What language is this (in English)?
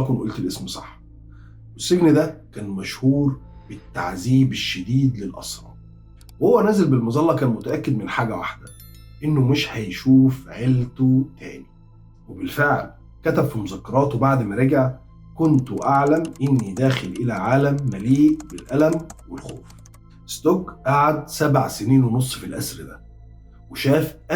Egyptian Arabic